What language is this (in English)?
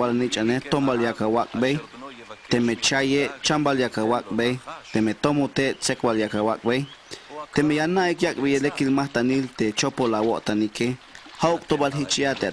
Tzeltal